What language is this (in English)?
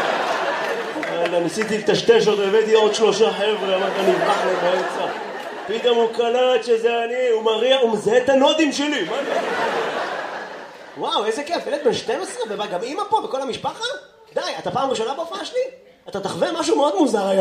Hebrew